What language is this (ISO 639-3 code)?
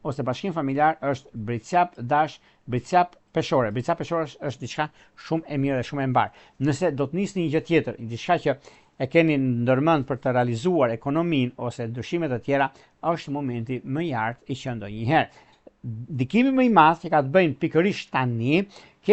sqi